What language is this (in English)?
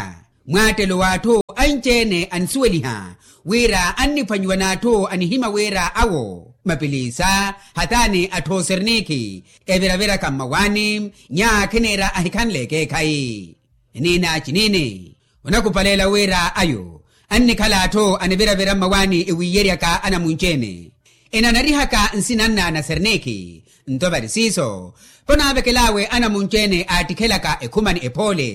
Makhuwa